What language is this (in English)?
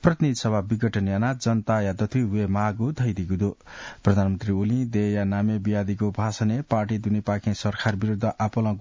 Newari